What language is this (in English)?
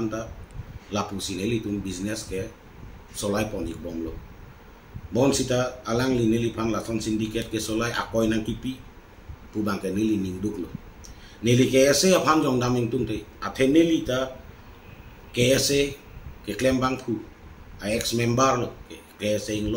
Karbi